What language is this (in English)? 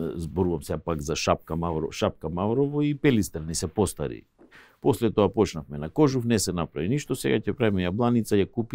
Macedonian